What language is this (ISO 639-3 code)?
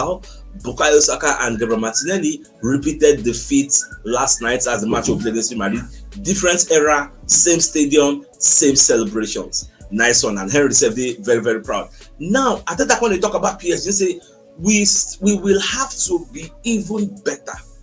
pcm